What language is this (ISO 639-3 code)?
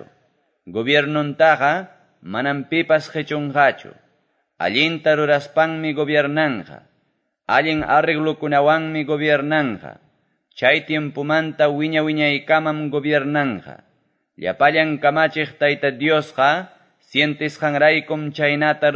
que